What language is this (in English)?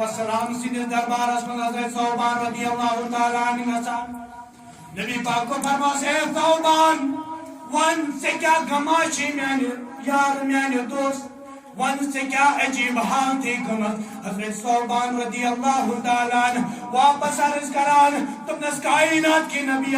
Kashmiri